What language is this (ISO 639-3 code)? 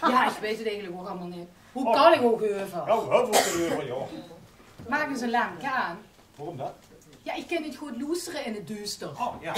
lim